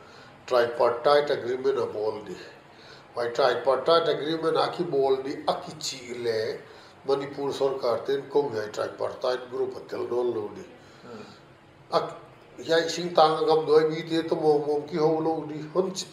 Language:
Paite Chin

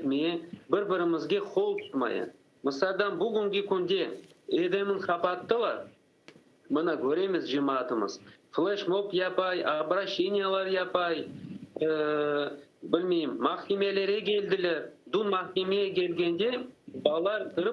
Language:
Crimean Tatar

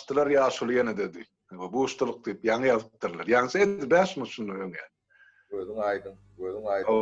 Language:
Turkmen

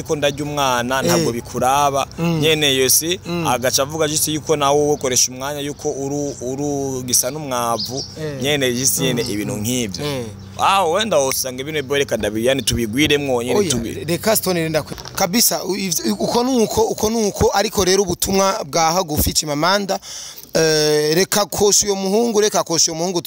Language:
Rundi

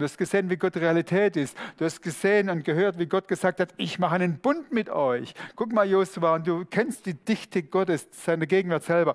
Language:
Swiss German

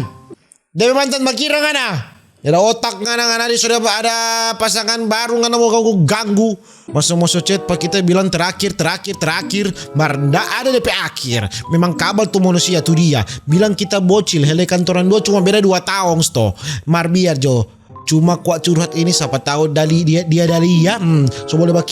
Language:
Manado Malay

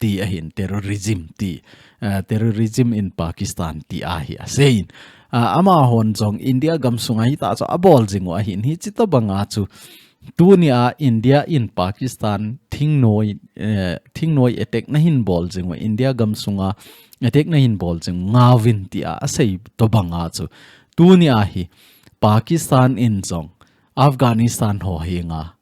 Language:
Thado Chin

